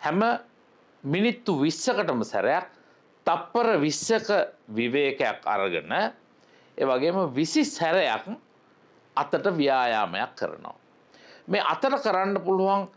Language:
Sinhala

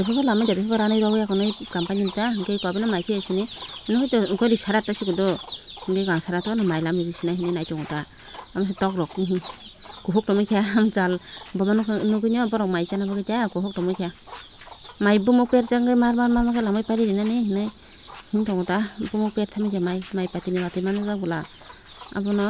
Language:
Kok Borok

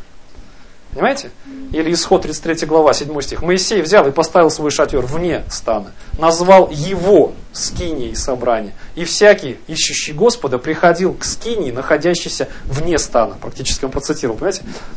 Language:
Russian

